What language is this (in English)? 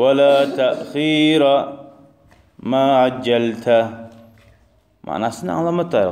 Kumyk